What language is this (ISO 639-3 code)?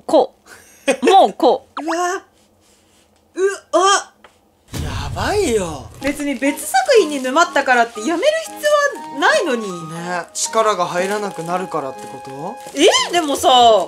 jpn